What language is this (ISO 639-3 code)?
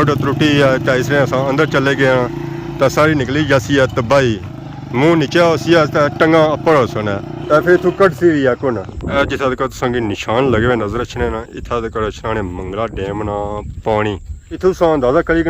phr